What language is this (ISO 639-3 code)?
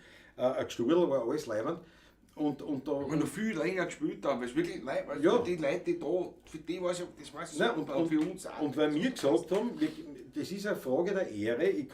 bar